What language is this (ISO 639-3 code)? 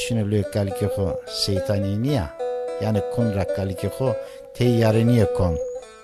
zza